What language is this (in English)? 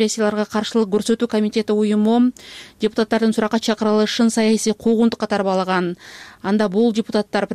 Kyrgyz